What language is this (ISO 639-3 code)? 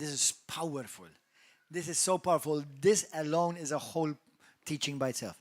eng